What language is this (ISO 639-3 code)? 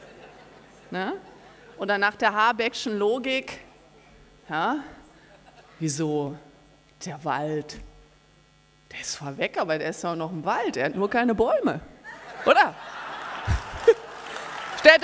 deu